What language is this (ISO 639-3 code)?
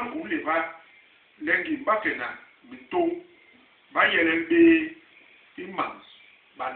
bas